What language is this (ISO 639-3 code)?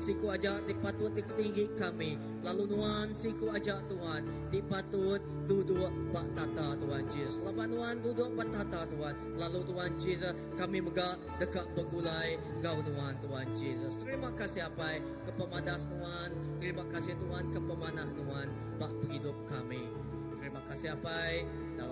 iba